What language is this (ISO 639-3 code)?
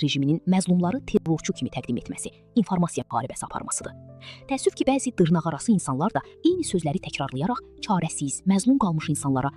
aze